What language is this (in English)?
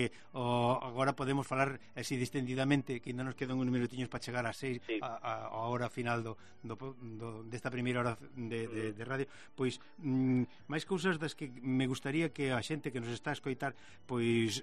Galician